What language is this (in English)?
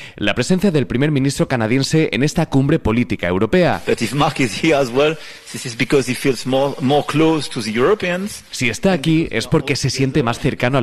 Spanish